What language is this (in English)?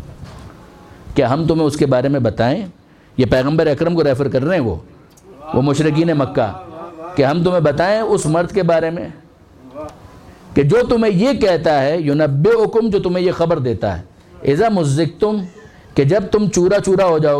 Urdu